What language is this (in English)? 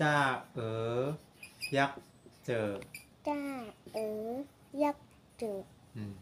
Shan